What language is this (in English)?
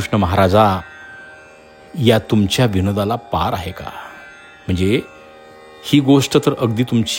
Marathi